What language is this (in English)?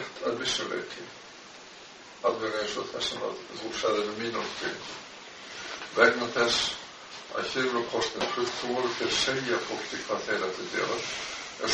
Icelandic